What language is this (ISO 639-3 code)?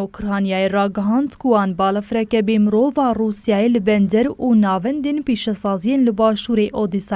kur